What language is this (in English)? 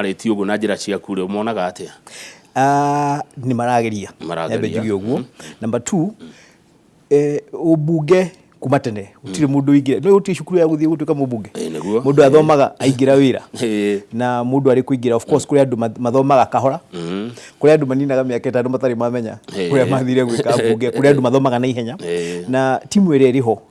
Kikuyu